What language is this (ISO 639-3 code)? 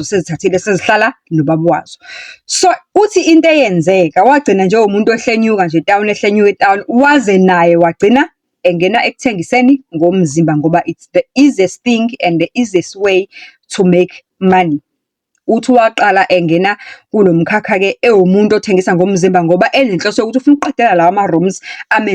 zul